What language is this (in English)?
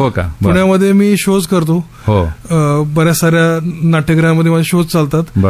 Marathi